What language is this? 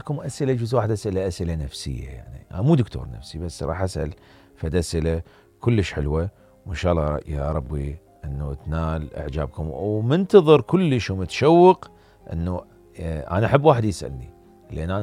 Mesopotamian Arabic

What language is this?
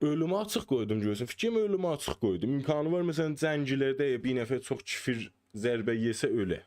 South Azerbaijani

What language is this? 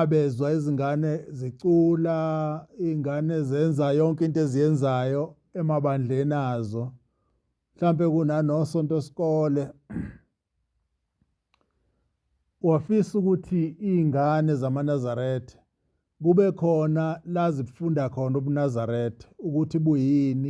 Zulu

